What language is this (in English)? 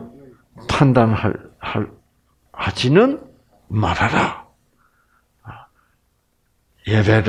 Korean